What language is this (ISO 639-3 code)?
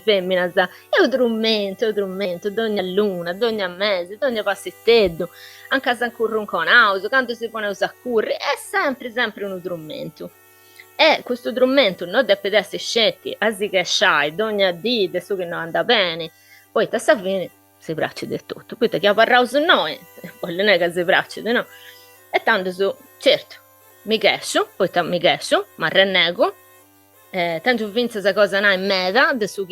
srd